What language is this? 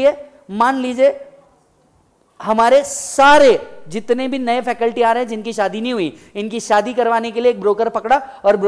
Hindi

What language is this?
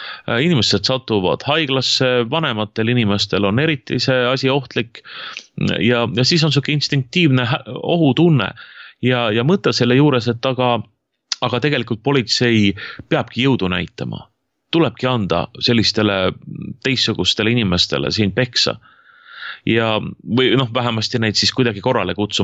Estonian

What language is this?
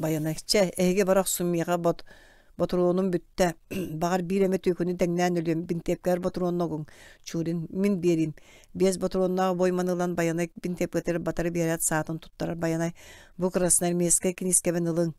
Yakut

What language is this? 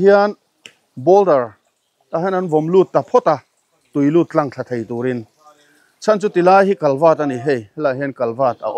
Mizo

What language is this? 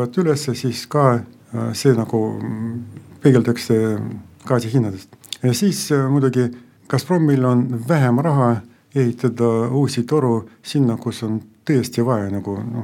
Estonian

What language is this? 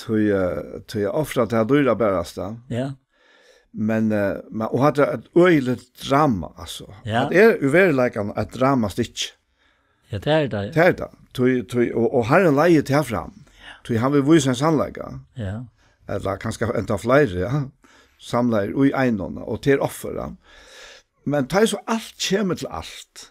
Faroese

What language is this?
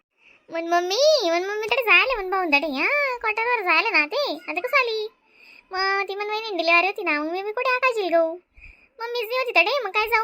Khandesi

